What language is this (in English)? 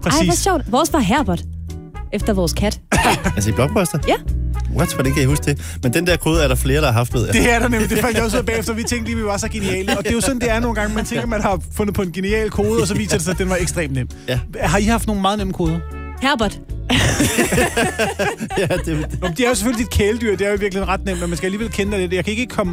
Danish